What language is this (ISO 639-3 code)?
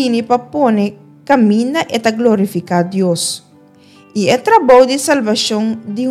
pap